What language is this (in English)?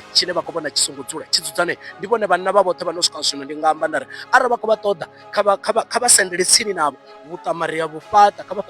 Venda